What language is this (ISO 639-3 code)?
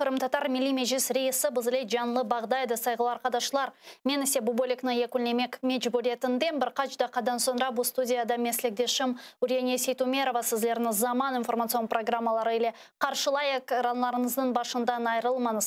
crh